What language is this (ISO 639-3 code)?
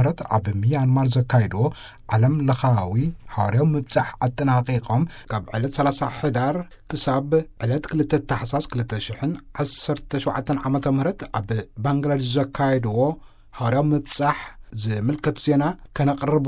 tir